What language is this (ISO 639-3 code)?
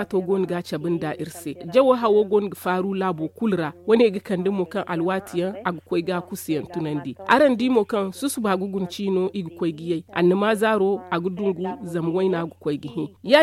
dje